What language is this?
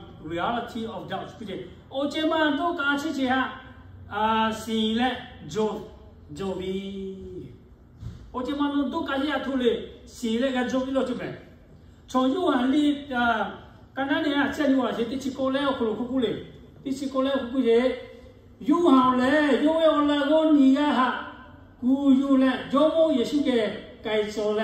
Lahu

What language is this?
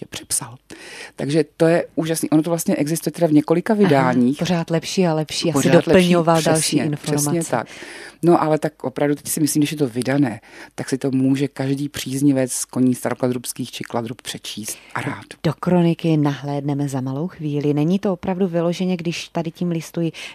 Czech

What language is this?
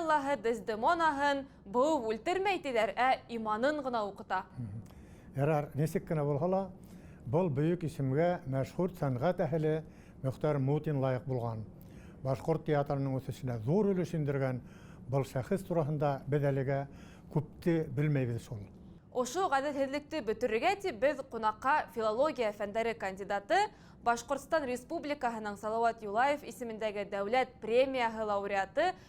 Bashkir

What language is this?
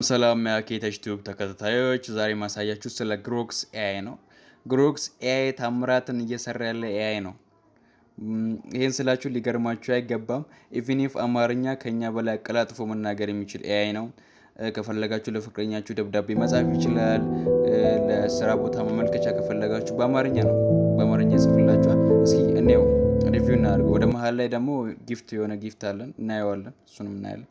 Amharic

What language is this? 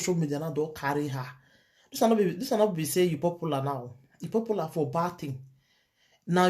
Nigerian Pidgin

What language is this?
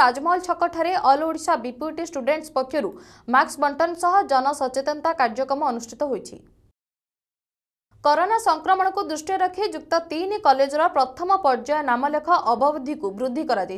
Odia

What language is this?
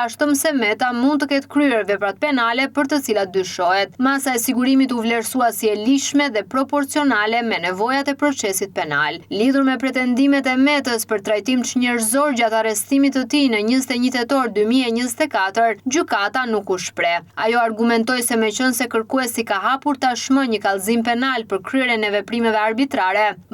Albanian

